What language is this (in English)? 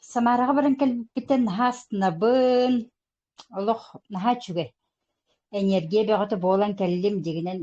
Yakut